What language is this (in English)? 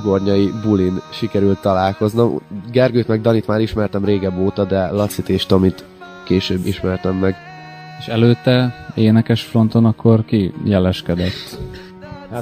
Hungarian